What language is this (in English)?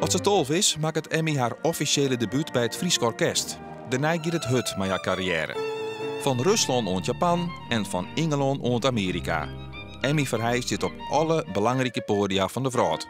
Western Frisian